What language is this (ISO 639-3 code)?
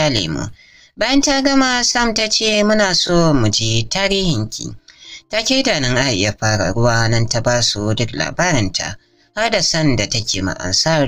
hau